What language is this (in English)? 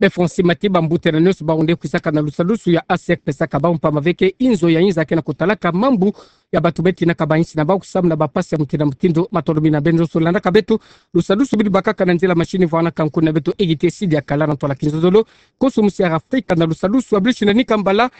Kituba (Democratic Republic of Congo)